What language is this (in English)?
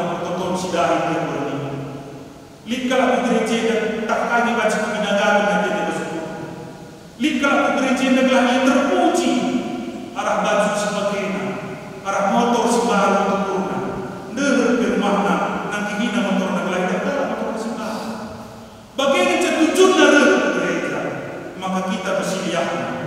Batak Karo